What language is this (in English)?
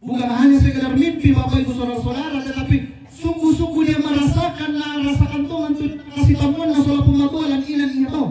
Toraja-Sa'dan